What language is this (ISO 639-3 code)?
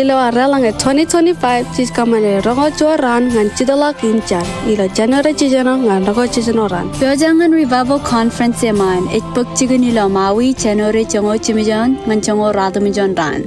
mah